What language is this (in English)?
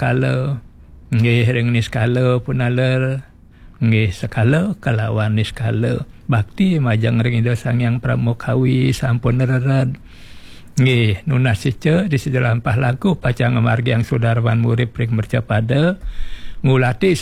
Balinese